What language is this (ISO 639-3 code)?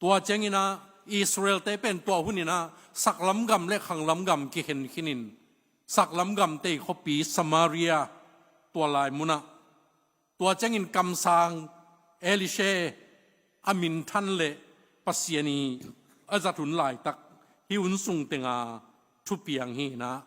ctd